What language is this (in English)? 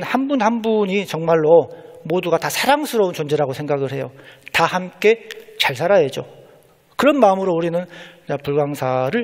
Korean